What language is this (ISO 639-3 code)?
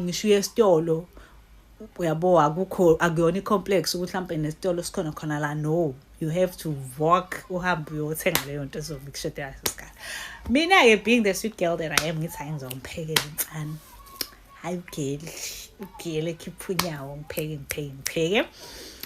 zul